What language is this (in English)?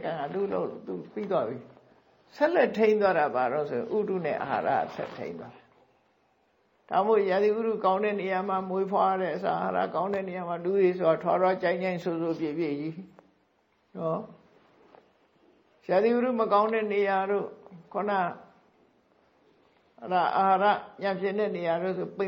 Burmese